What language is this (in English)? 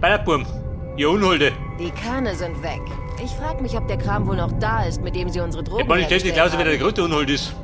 Bavarian